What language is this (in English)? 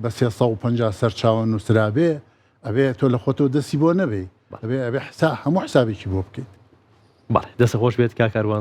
Central Kurdish